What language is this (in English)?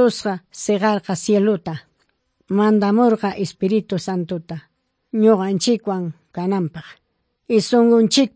Ayacucho Quechua